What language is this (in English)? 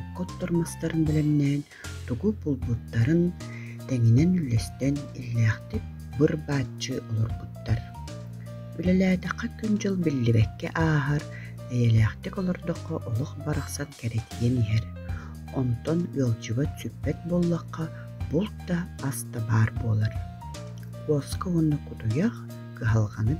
Yakut